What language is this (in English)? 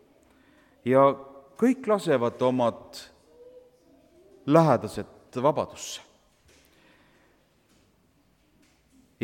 Estonian